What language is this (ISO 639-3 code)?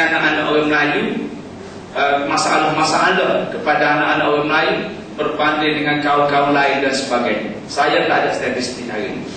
msa